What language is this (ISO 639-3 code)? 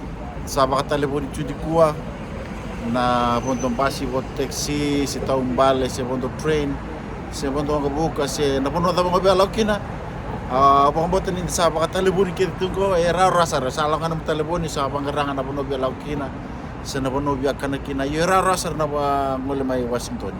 fij